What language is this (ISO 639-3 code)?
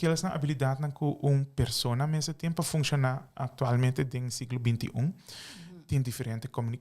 pap